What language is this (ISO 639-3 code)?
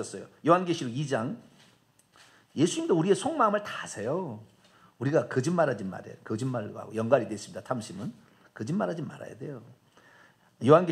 kor